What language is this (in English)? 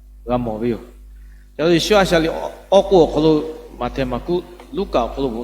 Lahu